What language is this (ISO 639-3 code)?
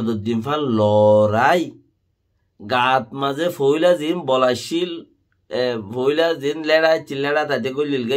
rhg